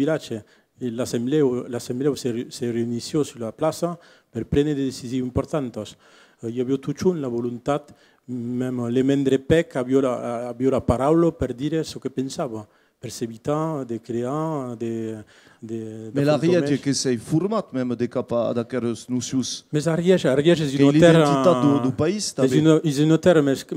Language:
Occitan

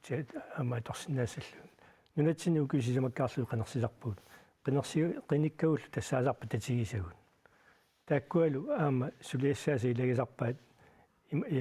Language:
Kalaallisut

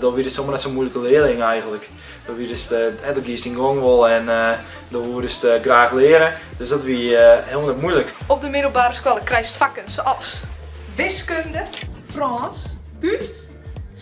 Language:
Western Frisian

